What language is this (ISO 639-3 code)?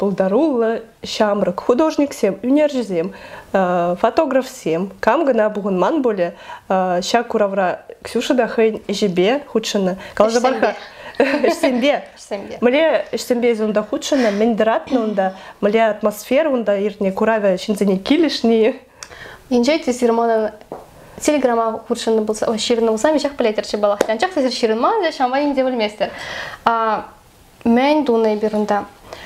chv